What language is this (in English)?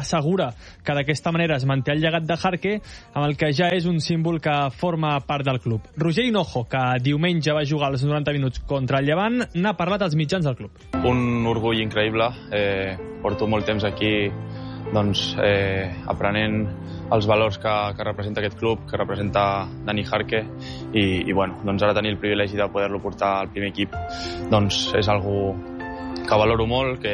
Catalan